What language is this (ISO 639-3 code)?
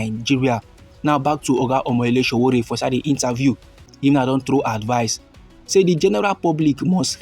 pcm